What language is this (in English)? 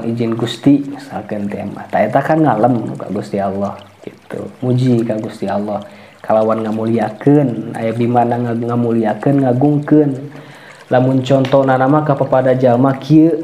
Sundanese